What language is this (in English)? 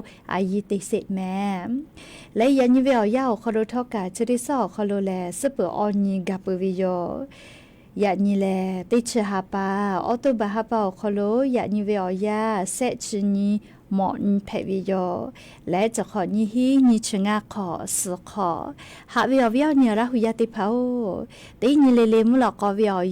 Lahu